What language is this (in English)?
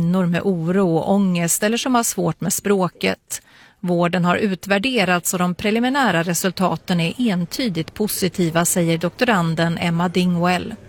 Swedish